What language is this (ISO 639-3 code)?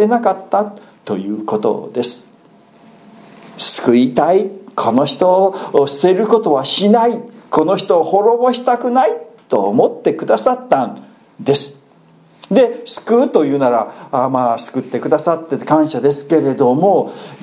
jpn